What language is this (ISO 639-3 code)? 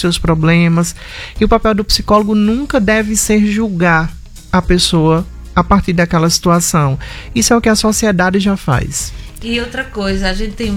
por